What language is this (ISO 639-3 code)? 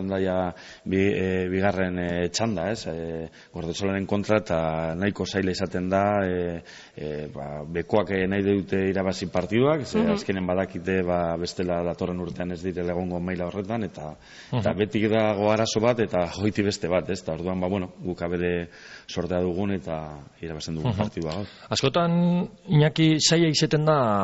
eus